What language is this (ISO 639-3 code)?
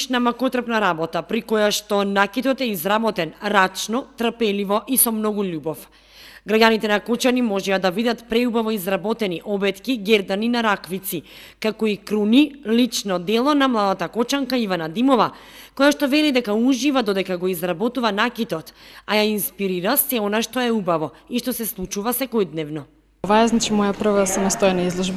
mkd